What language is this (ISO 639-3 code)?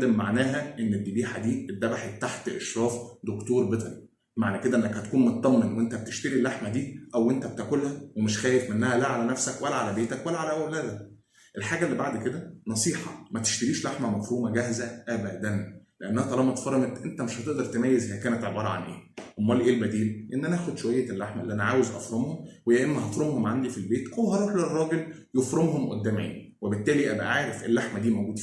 arz